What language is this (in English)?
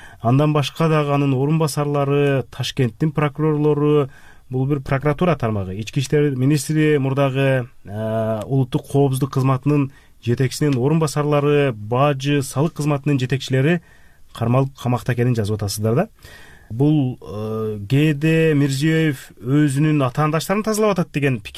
Kyrgyz